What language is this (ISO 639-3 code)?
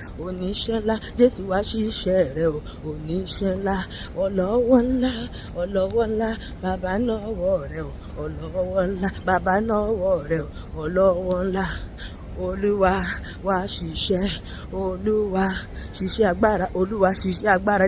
yor